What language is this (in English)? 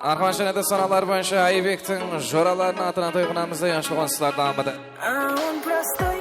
Kara-Kalpak